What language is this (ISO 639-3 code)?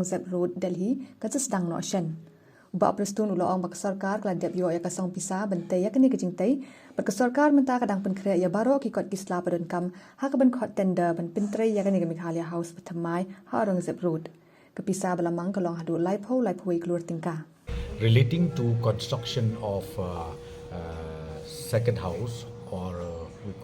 kha